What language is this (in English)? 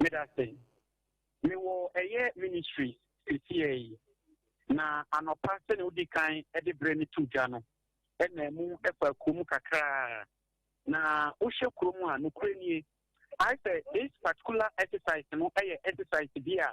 Akan